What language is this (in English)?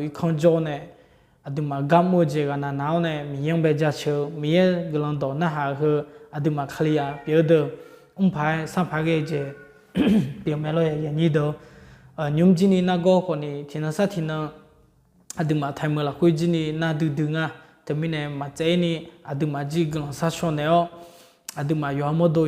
Akha